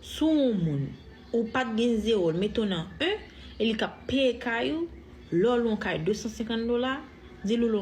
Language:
Haitian Creole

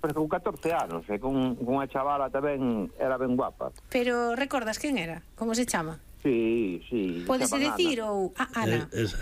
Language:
Galician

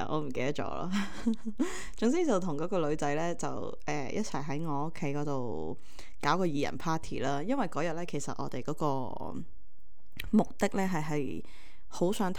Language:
Cantonese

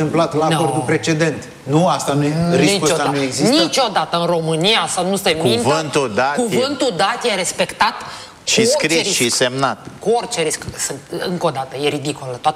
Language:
Romanian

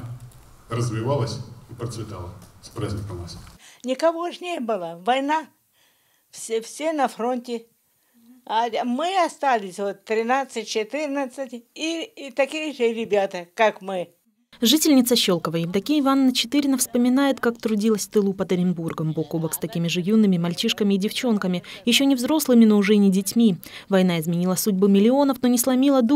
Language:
Russian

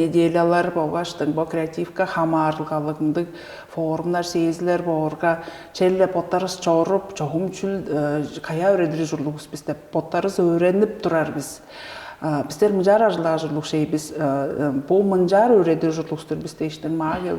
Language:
Tuvinian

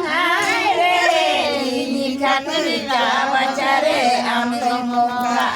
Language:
Santali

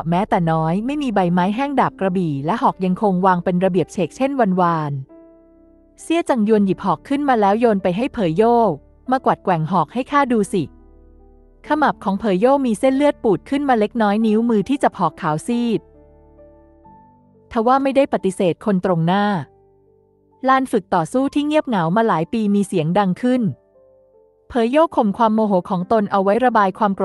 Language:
Thai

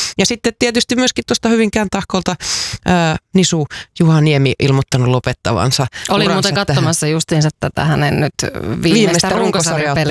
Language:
Finnish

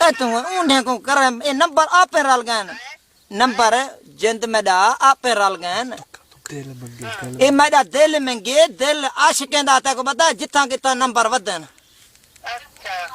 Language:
Saraiki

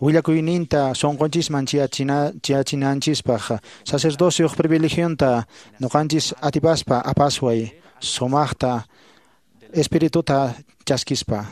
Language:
Quechua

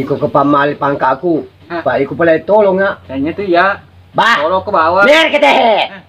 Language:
Buginese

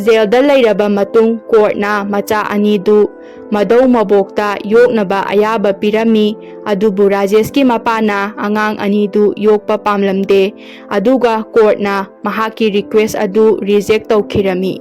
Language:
Manipuri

